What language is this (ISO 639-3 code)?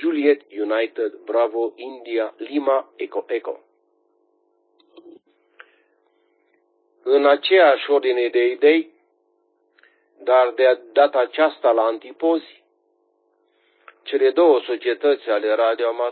ron